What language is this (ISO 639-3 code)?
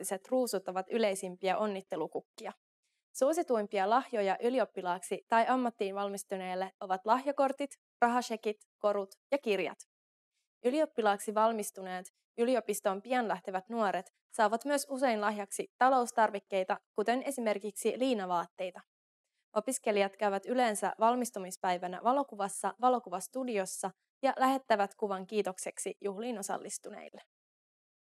fin